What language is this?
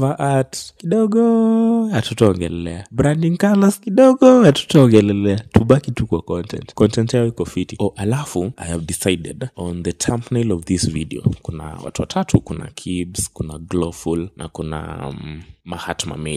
Swahili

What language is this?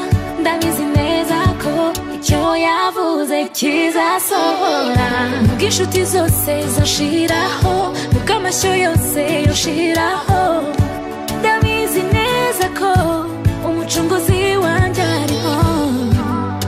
Kinyarwanda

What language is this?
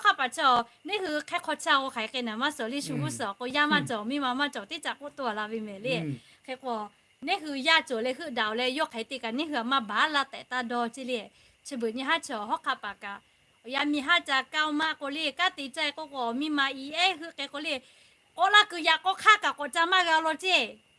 Lahu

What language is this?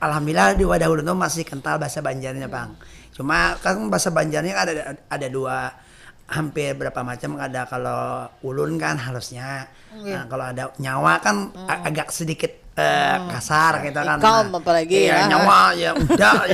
Banjar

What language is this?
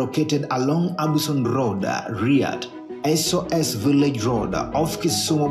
Luo (Kenya and Tanzania)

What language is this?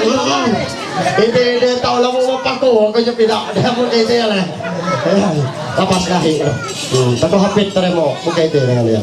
Ma'anyan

